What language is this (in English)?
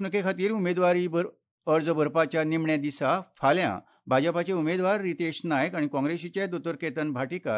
Konkani